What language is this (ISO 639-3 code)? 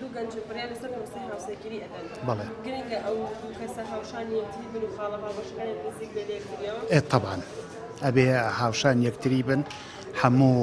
ckb